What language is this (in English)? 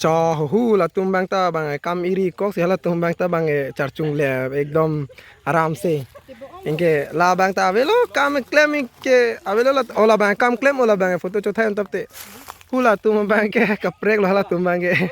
Karbi